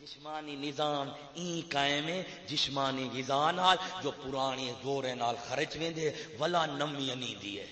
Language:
Saraiki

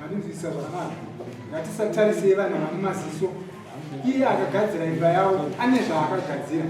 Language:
Shona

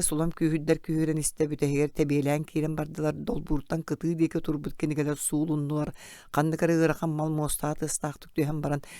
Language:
Yakut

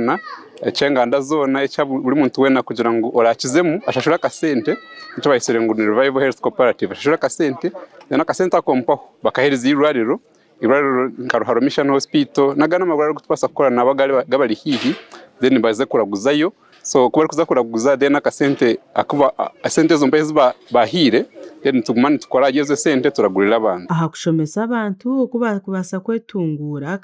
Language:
Nyankole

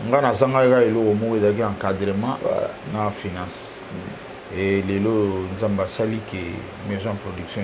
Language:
Lingala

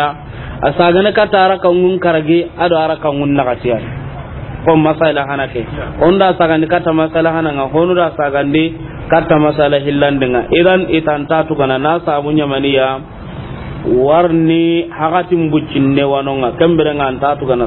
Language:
Soninke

